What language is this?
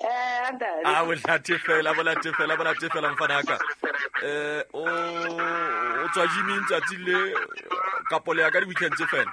Southern Sotho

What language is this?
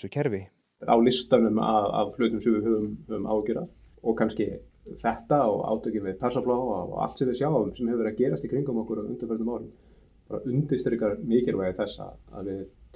Icelandic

